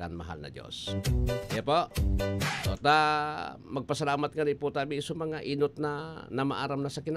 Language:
Bikol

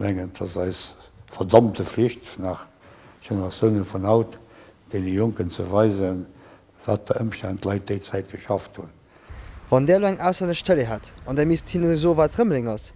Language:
Luxembourgish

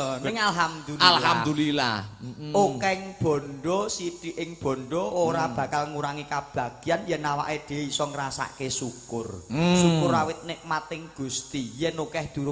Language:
Javanese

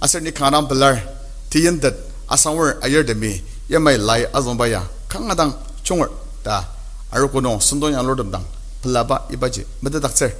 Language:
Ao Naga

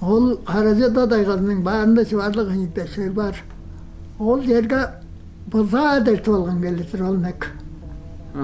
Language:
Tuvinian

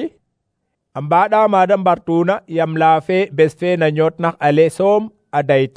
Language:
Serer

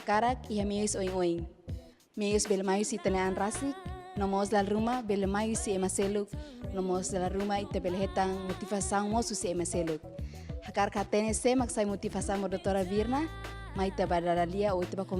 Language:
Tetum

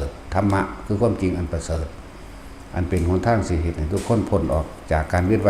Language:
Northeastern Thai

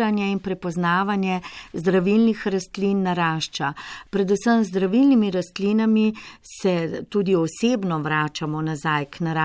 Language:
Slovenian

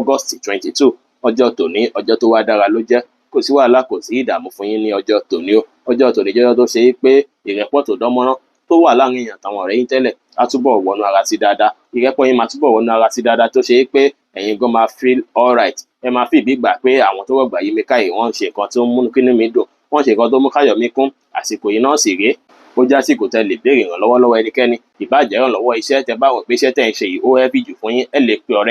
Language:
Yoruba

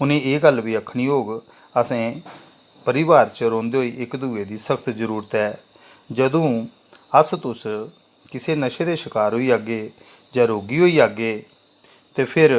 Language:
Dogri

